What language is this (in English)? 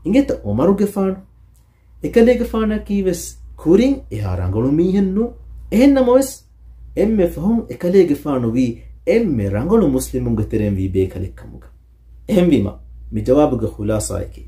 Divehi